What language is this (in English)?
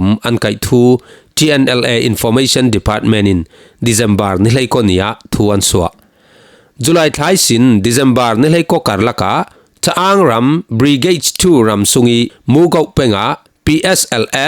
Falam Chin